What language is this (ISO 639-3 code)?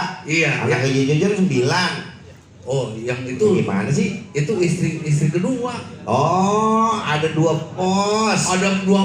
bew